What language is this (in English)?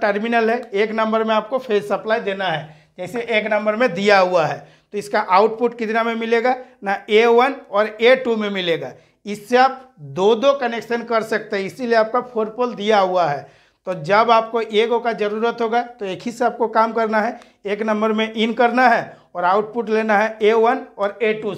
Hindi